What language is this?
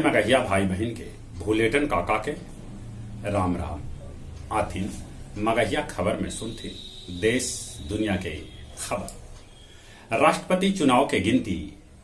Magahi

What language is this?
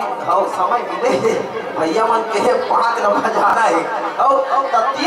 Chhattisgarhi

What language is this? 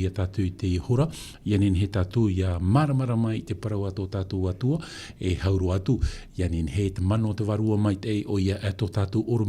Tahitian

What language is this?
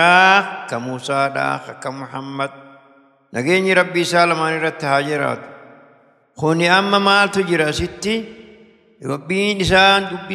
Oromo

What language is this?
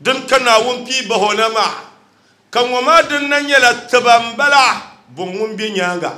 Dagbani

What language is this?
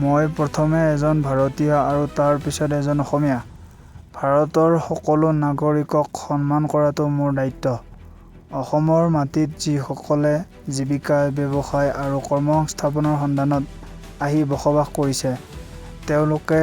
Assamese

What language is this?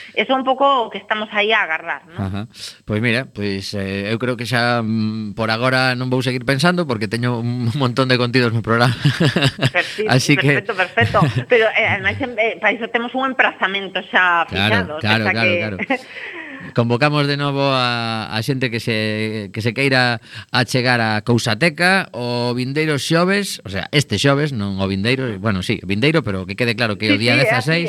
Galician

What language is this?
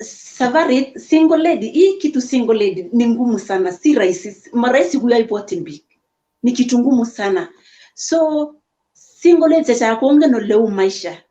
Kalenjin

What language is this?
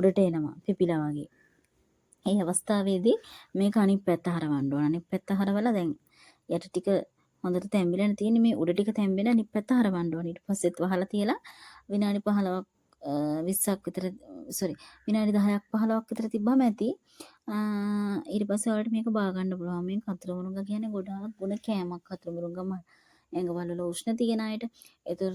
Sinhala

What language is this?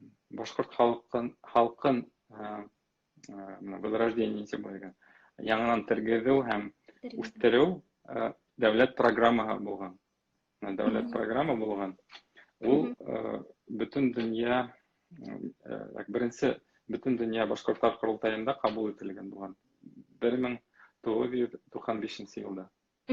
Bashkir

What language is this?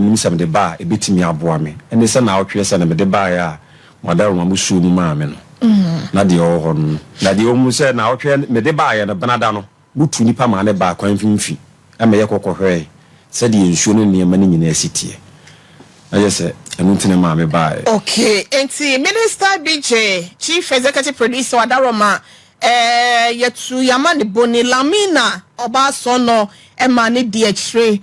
Akan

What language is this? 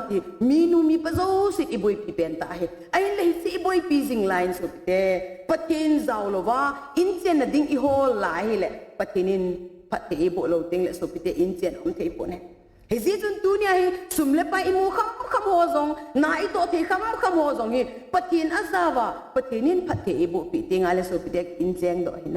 Thado Chin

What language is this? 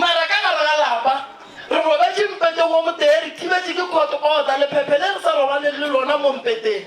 Northern Sotho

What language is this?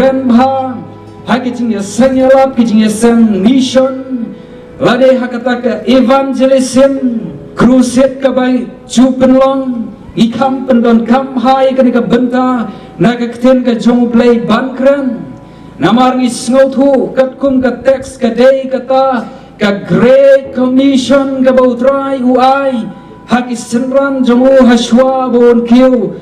Khasi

